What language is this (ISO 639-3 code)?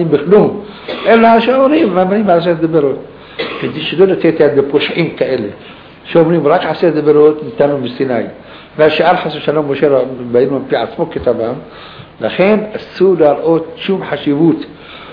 heb